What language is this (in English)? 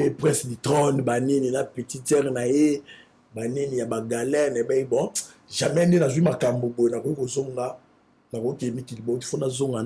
Lingala